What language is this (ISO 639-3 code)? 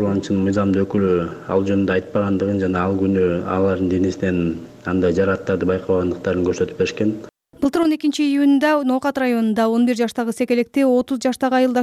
kir